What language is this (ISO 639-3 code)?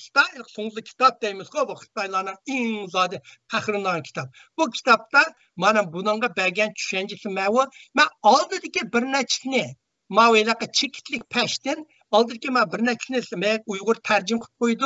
uig